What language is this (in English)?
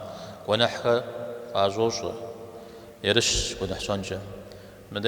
Kabardian